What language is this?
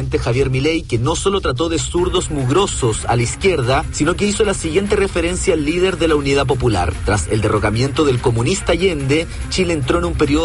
Spanish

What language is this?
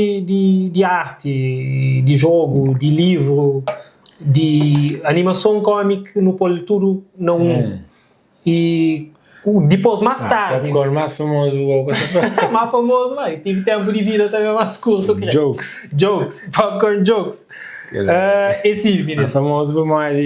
Kabuverdianu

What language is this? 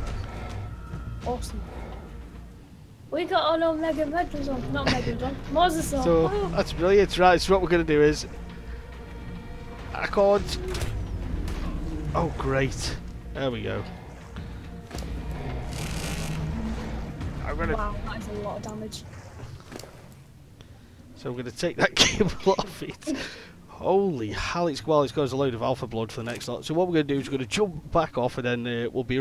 English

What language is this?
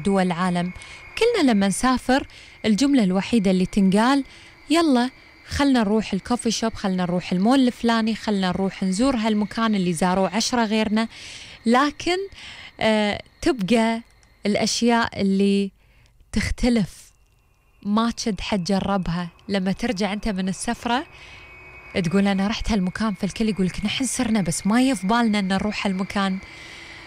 Gulf Arabic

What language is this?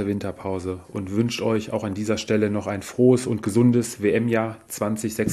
German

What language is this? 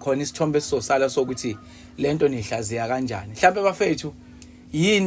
Zulu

